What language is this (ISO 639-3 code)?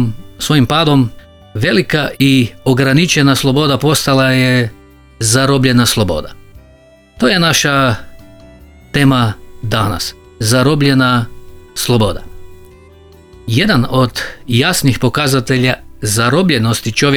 hrv